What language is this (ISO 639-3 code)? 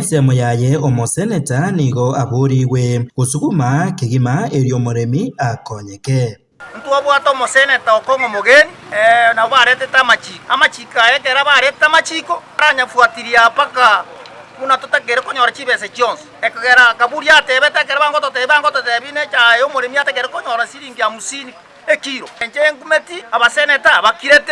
guz